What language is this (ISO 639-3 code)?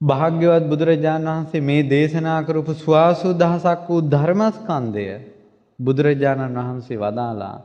sin